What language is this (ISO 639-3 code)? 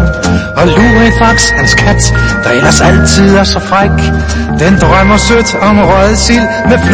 dan